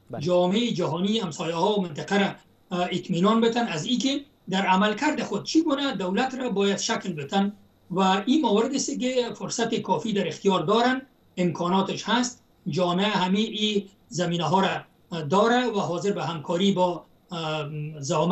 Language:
Persian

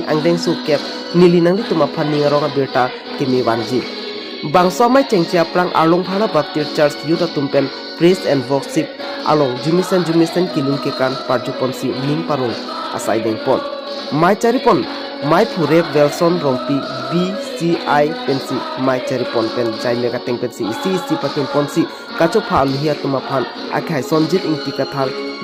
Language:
Karbi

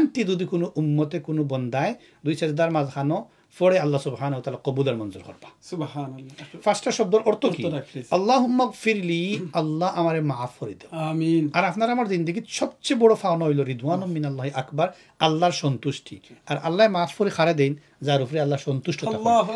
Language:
Sylheti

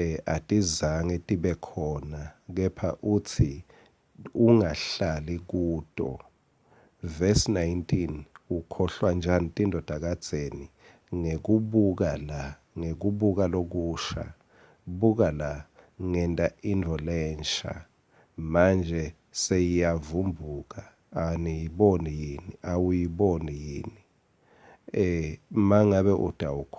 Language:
Swati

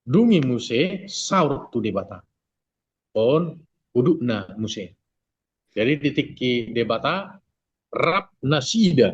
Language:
Batak Toba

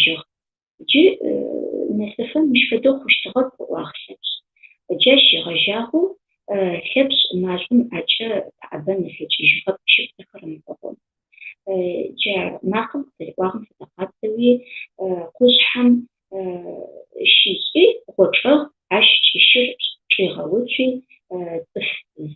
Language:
Adyghe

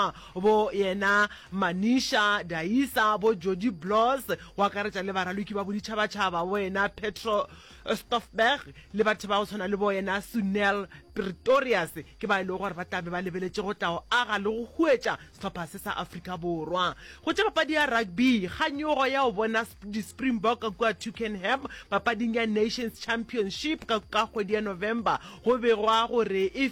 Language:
Northern Sotho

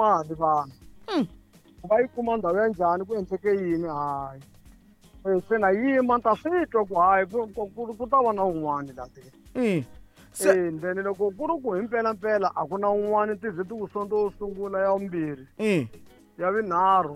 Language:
Tsonga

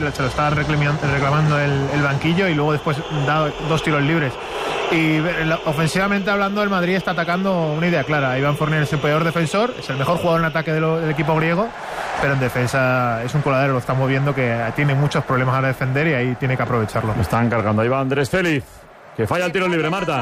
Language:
Spanish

